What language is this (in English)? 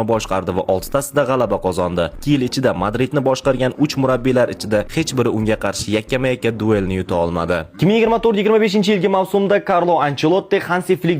Uzbek